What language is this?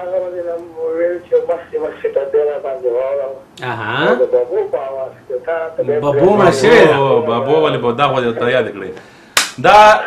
Pashto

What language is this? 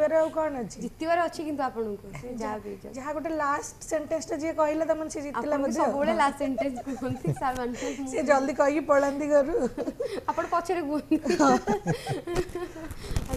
Odia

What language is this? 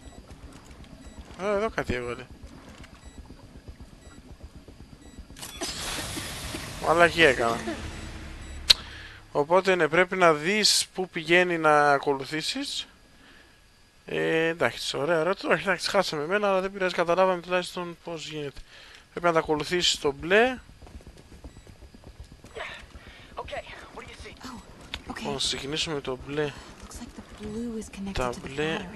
Greek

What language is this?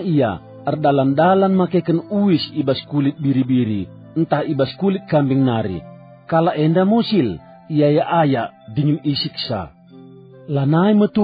Batak Karo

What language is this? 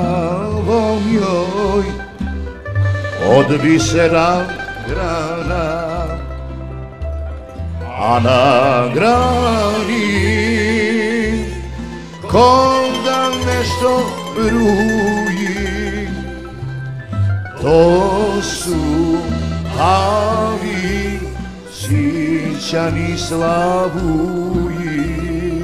Serbian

